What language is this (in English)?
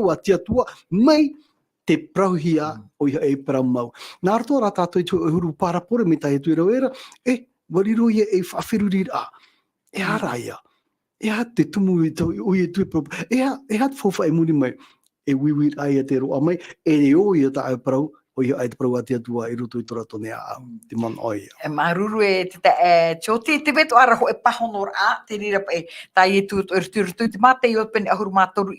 Tahitian